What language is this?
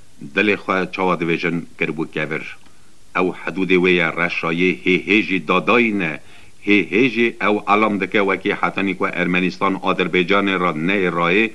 Kurdish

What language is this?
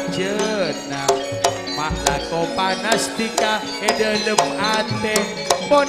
Madurese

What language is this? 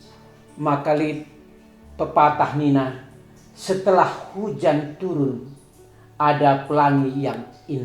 Batak Karo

